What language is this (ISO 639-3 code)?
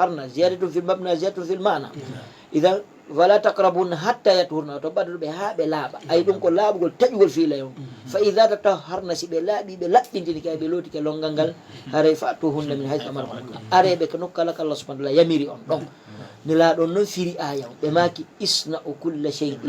ful